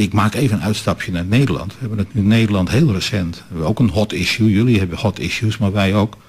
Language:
Dutch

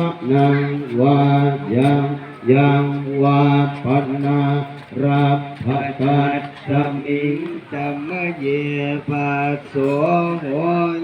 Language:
Pali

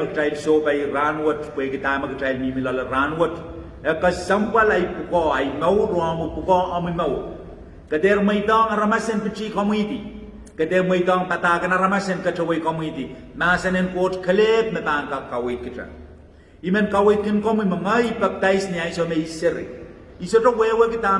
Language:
Pohnpeian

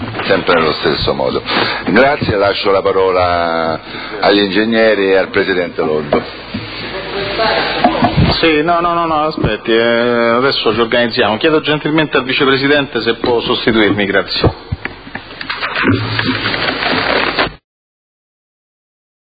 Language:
Italian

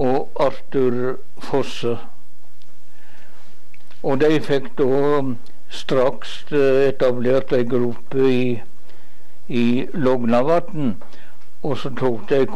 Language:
Norwegian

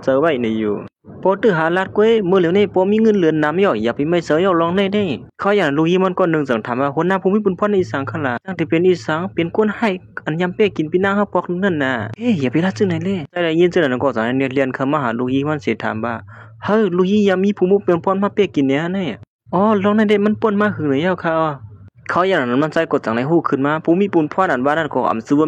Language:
Shan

